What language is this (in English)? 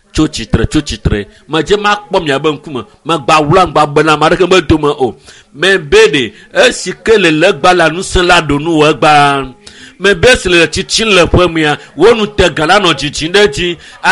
Ewe